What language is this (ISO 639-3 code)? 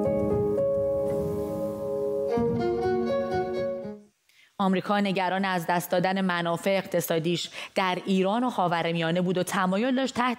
fas